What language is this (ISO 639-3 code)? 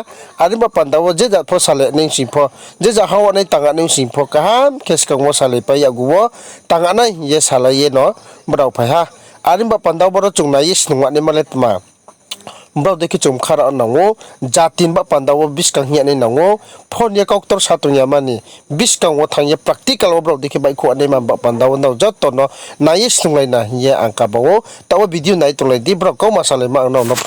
ria